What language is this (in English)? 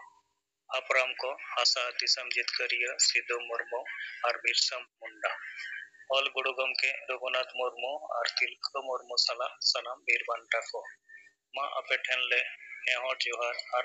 Santali